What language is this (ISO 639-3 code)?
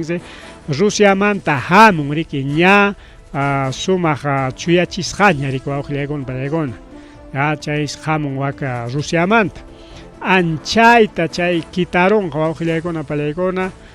quy